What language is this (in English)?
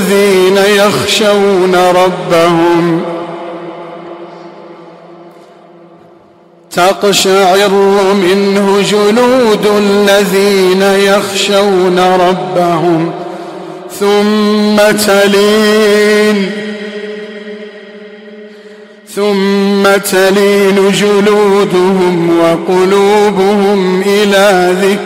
Arabic